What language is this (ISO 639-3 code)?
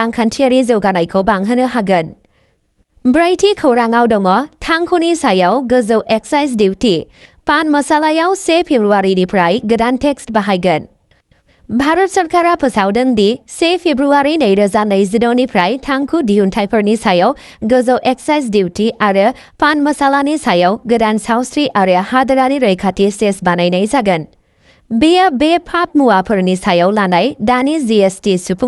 brx